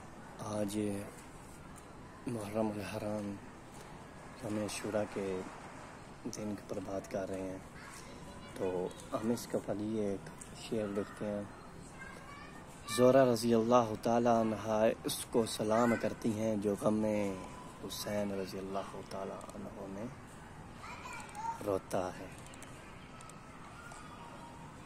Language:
Urdu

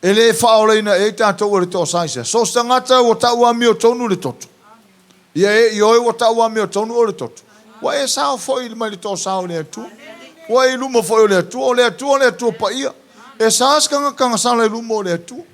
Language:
Samoan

